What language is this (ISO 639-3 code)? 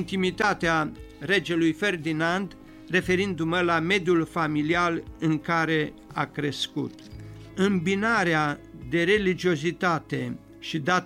ron